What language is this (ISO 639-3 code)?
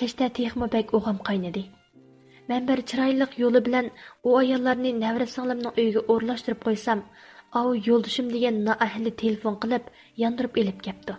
uig